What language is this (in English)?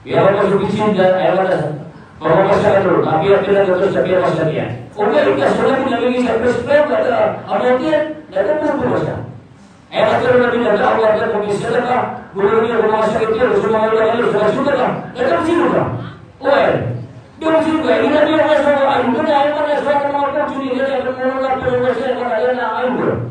Maranao